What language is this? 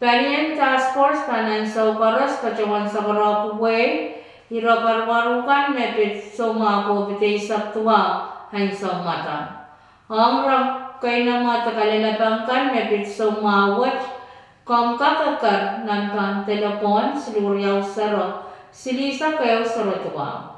Pohnpeian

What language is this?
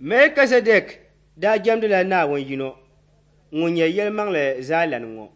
Dagbani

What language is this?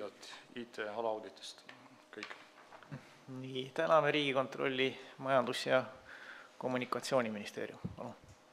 Estonian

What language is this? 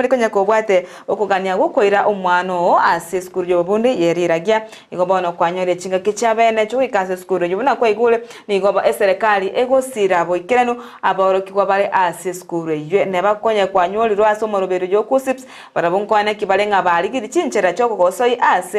Gusii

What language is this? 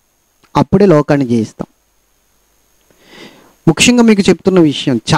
Telugu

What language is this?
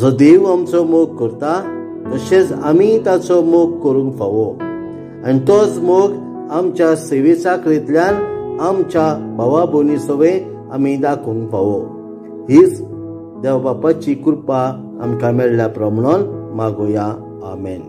Konkani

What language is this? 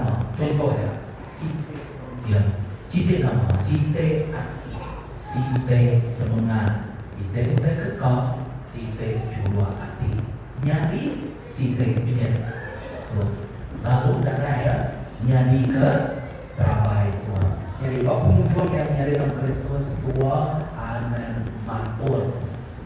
Iban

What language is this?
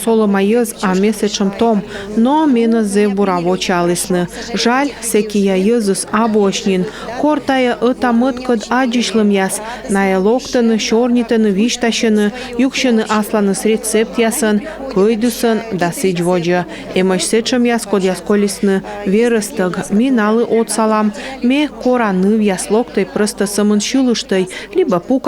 Komi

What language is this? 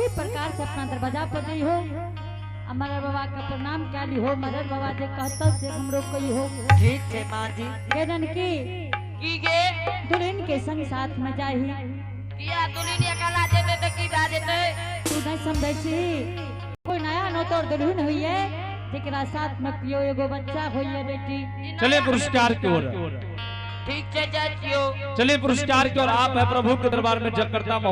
Angika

